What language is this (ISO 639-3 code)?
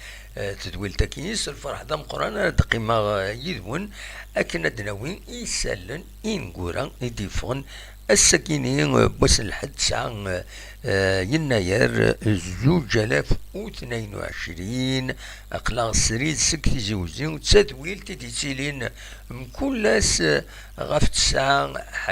kab